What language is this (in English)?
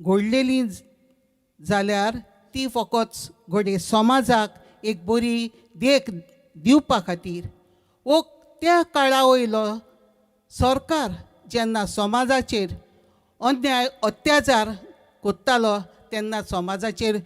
Konkani